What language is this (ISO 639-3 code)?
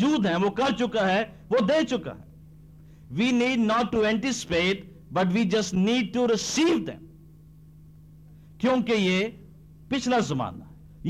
urd